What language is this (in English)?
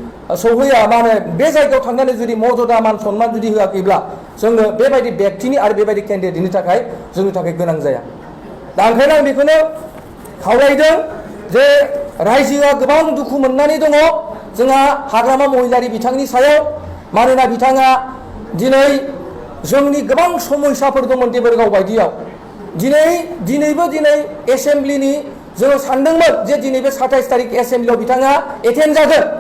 Bodo